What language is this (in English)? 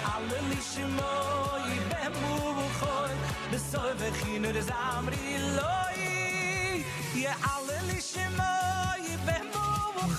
Yiddish